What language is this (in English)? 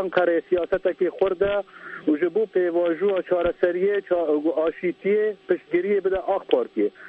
Kurdish